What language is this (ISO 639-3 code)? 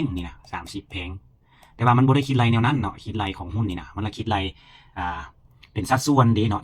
lao